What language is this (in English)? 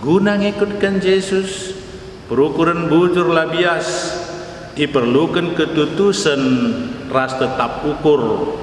Batak Karo